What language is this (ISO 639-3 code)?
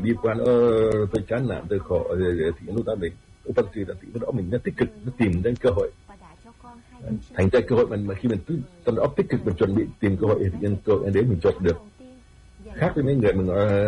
vie